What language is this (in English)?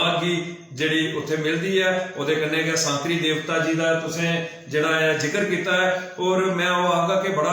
Dogri